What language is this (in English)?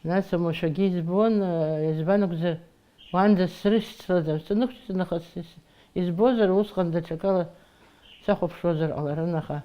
Abkhazian